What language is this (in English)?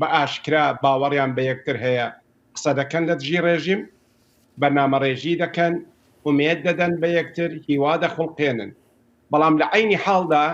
Central Kurdish